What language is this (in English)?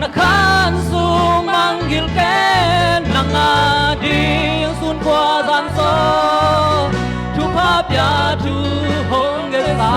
Tedim Chin